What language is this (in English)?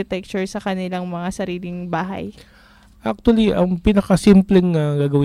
Filipino